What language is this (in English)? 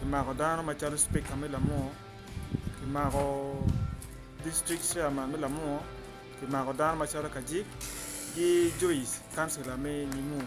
Acoli